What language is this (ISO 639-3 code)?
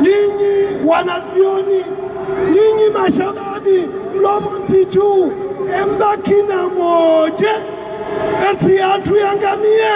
zdj